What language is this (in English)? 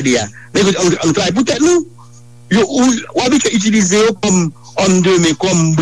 Haitian Creole